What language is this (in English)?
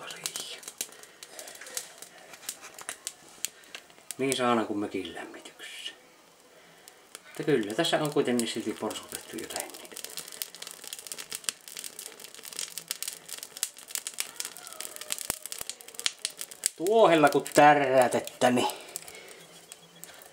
Finnish